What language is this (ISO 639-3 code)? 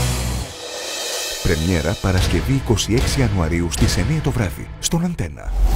ell